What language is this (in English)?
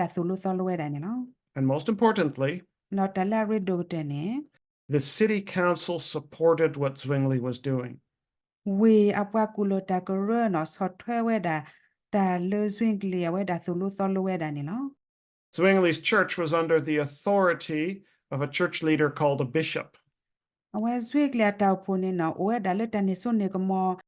S'gaw Karen